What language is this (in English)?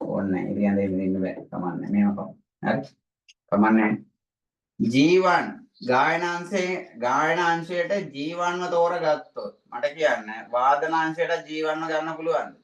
Sinhala